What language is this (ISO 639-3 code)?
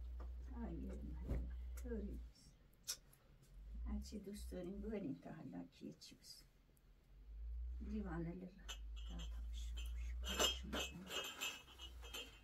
fas